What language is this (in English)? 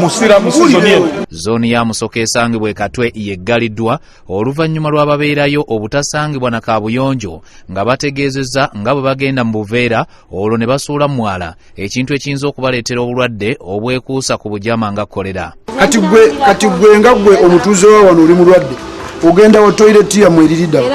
Ganda